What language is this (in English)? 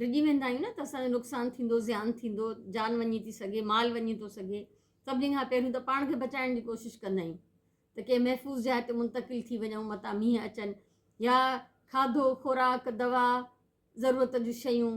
Sindhi